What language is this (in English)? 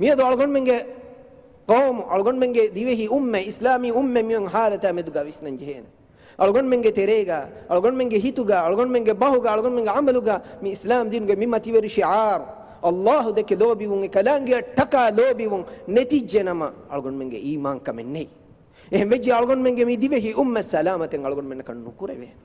Divehi